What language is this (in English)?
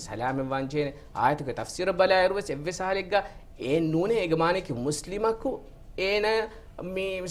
Divehi